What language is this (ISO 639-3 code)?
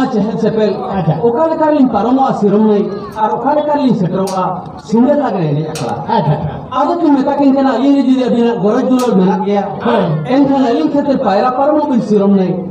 sat